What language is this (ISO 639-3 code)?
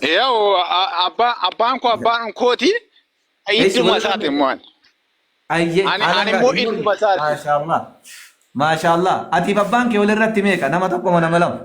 orm